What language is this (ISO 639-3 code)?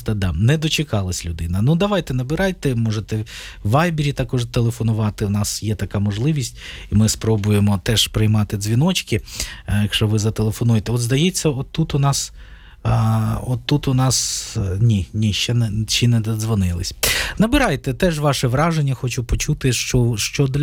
ukr